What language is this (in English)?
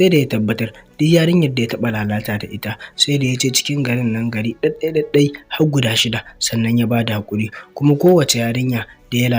Hausa